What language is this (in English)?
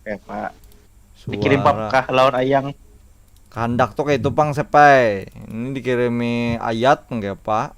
Banjar